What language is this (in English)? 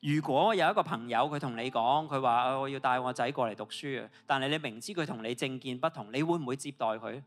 Cantonese